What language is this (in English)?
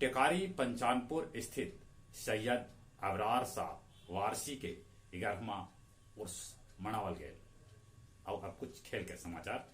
Magahi